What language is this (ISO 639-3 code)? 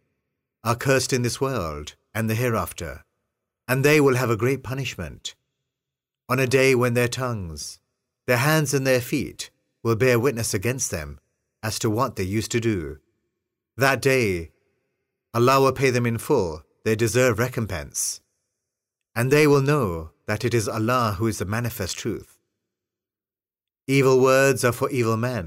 eng